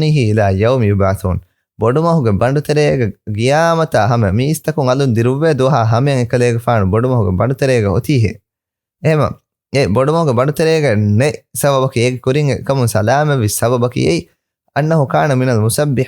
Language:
Divehi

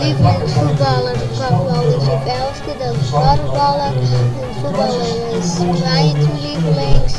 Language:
Western Frisian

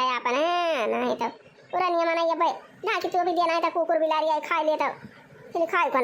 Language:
Awadhi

